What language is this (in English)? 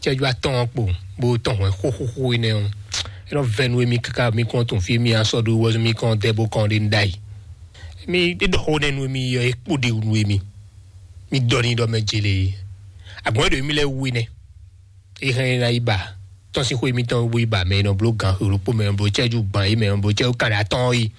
Fon